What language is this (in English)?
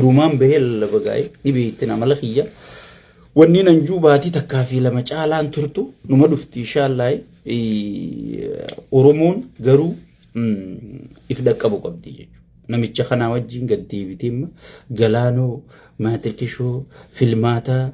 Oromo